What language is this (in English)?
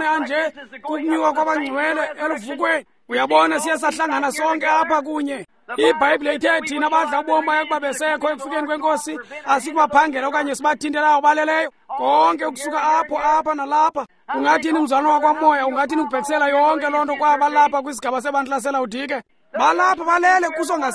Xhosa